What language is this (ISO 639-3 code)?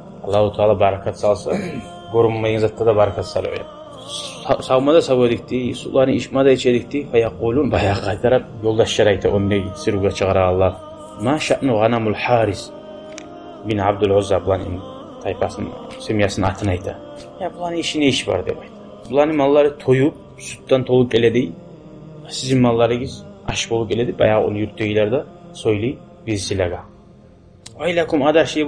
kum